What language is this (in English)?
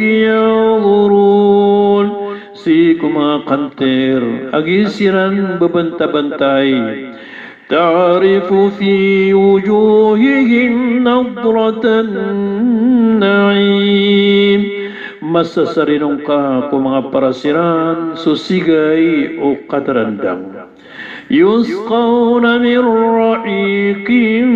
Maranao